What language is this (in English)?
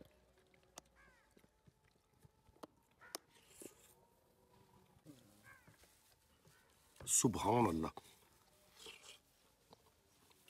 Punjabi